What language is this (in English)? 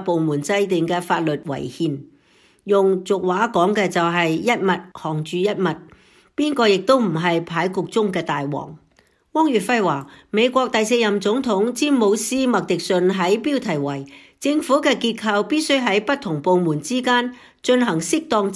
Cantonese